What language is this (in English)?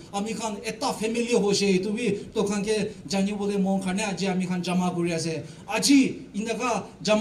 Naga Pidgin